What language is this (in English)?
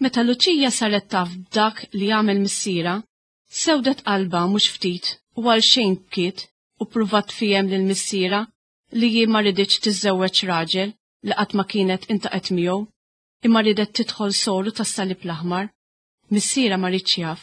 Maltese